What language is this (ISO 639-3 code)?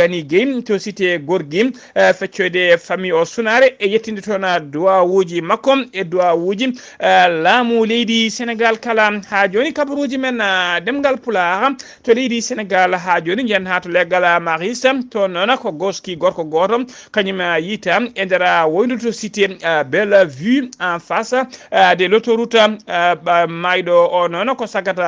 ful